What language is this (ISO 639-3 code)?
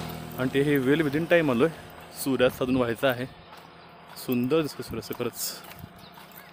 mar